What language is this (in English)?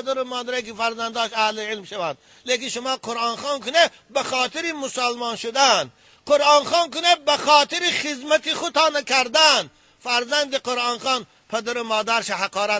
Tajik